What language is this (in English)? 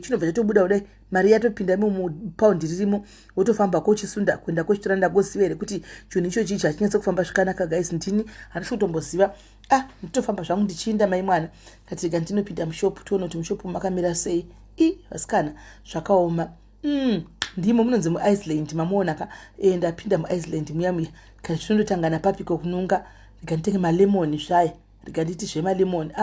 Shona